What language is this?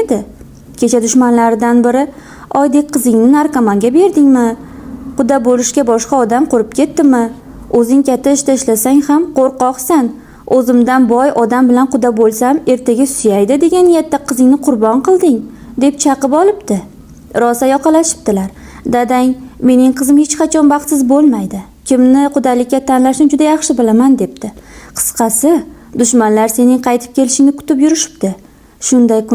Uzbek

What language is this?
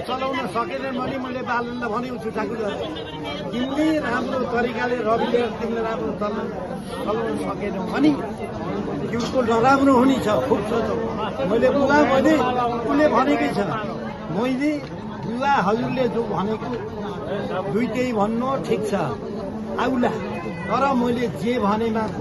Nepali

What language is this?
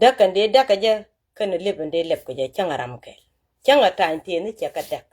Nuer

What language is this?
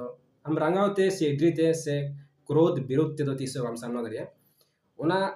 Santali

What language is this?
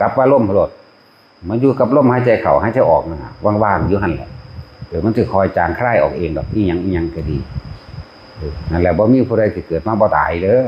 Northeastern Thai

